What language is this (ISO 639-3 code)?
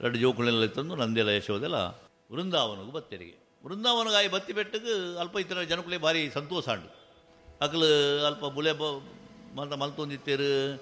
tcy